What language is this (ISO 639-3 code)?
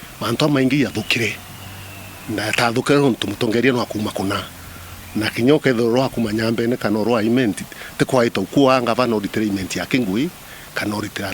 mer